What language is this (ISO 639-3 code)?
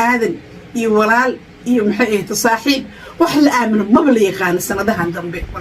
som